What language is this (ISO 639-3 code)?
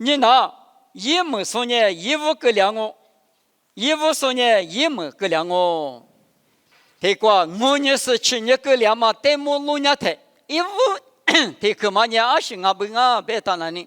lis